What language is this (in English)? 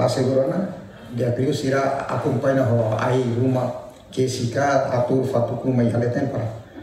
Tetum